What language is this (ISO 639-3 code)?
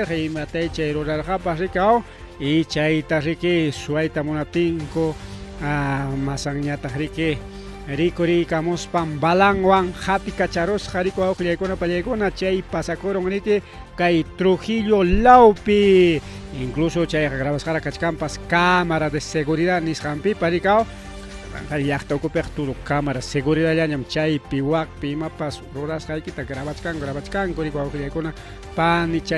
quy